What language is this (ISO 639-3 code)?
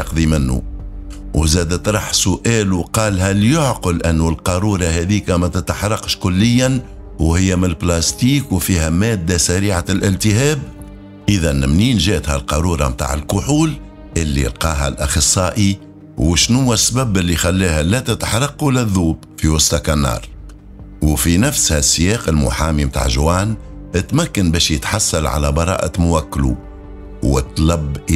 aeb